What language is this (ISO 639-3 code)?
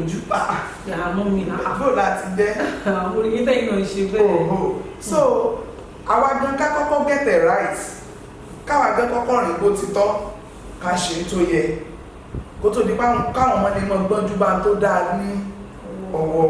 yor